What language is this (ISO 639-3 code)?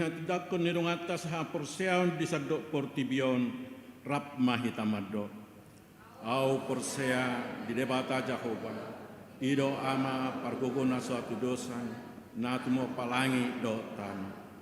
bbc